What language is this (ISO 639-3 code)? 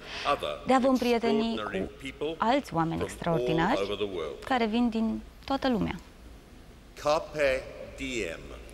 ron